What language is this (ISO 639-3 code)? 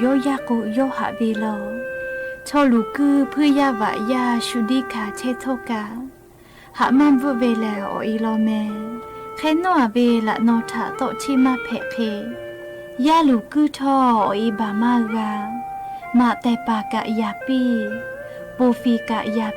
lhu